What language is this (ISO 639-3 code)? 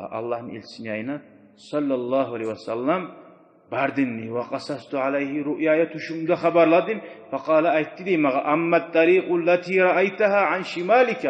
kum